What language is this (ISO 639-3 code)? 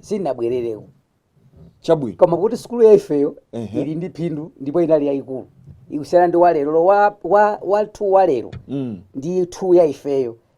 nya